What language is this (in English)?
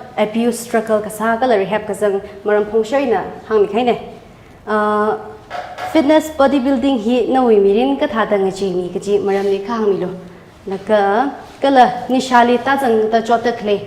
Tangkhul Naga (India)